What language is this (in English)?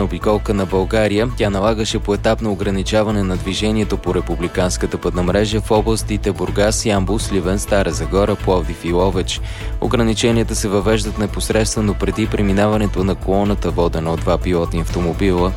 Bulgarian